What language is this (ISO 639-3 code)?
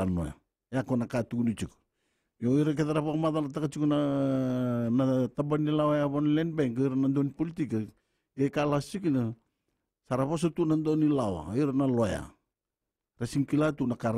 fij